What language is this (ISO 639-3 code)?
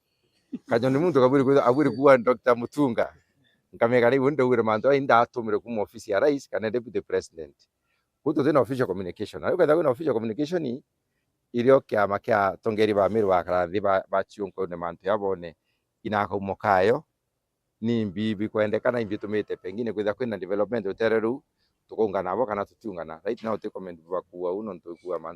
mer